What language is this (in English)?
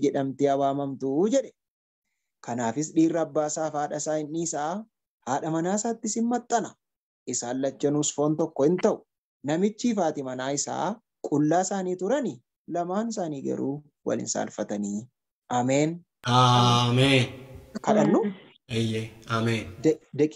Oromo